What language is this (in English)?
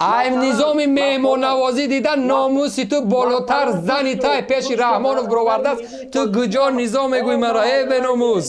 Tajik